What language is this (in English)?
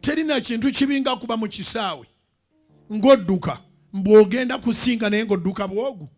Ganda